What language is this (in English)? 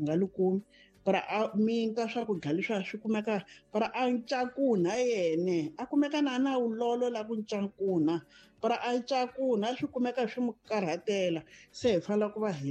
Tsonga